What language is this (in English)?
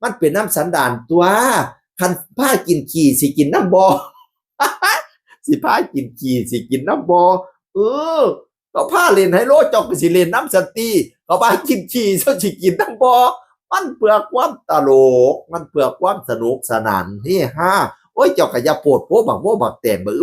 Northeastern Thai